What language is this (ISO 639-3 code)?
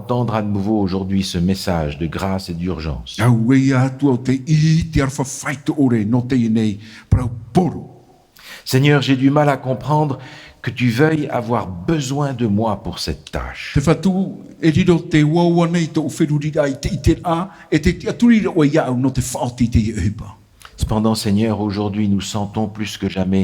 tah